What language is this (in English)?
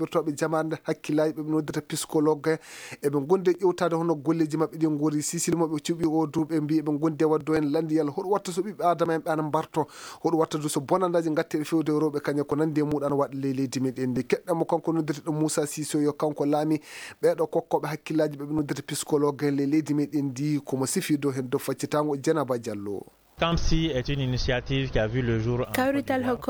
Maasina Fulfulde